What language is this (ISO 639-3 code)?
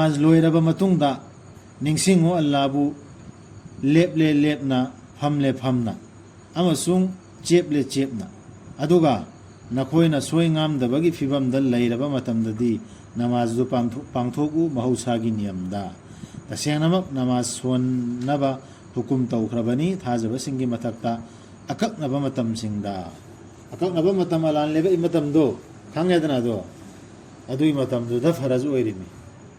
mni